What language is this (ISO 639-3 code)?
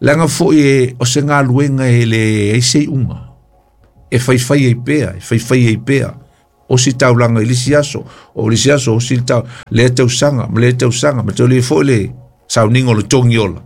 smo